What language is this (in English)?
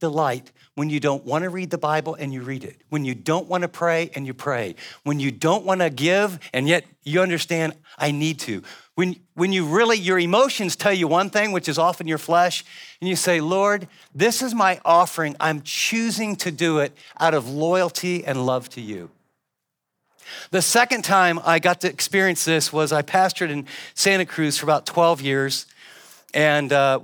English